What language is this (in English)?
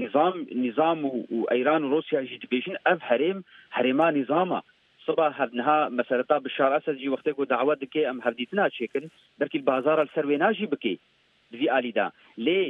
Kurdish